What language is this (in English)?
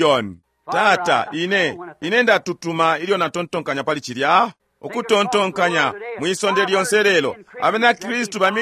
Bemba